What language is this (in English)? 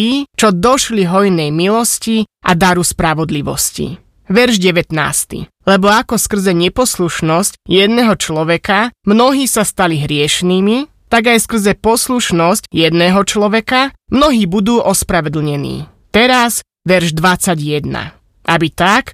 Slovak